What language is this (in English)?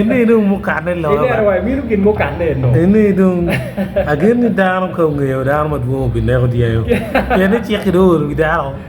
Acoli